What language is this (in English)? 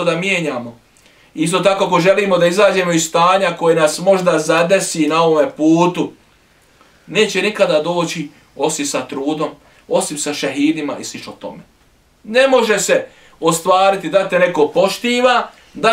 Bosnian